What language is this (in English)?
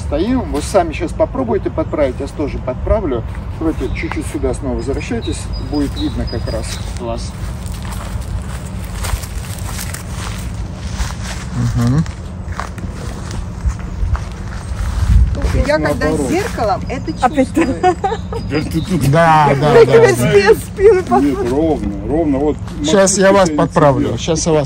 Russian